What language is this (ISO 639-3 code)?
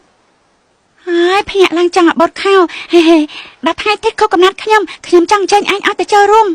khm